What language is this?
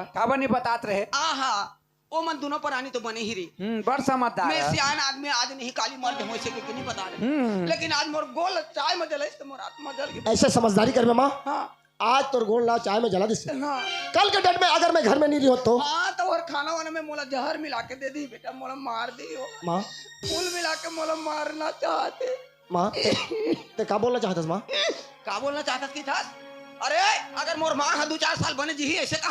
Chhattisgarhi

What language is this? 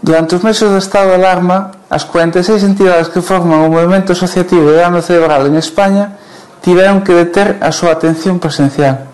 Galician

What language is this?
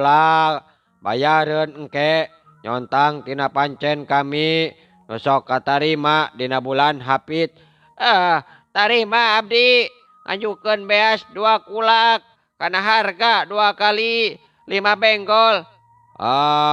Sundanese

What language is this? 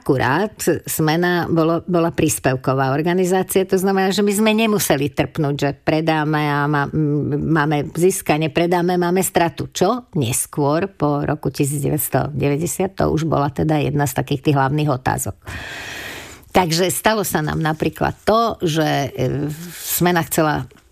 Slovak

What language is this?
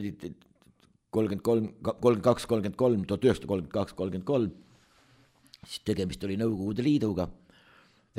Estonian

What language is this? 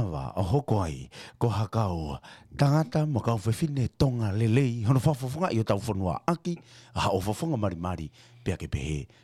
Tongan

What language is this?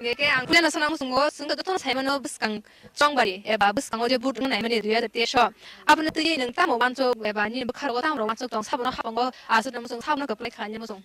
Kok Borok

